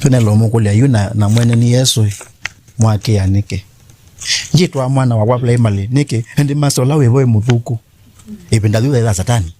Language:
Kamba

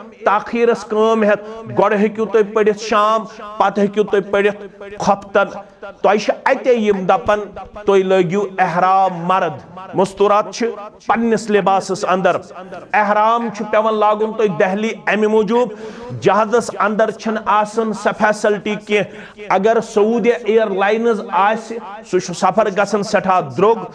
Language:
Kashmiri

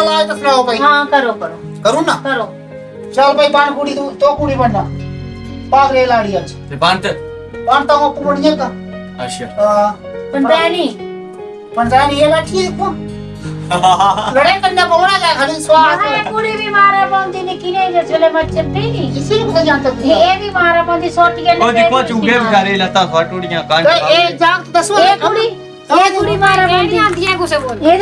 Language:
Dogri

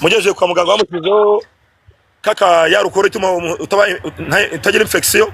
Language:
Kinyarwanda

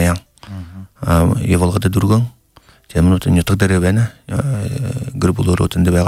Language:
Buriat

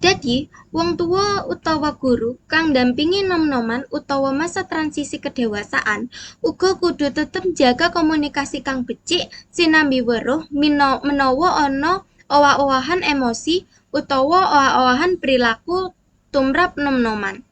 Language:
Javanese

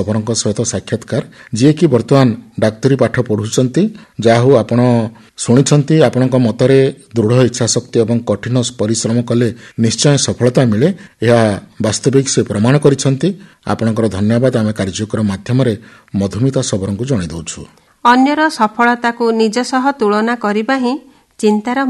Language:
Odia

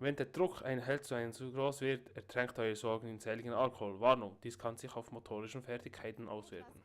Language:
Swiss German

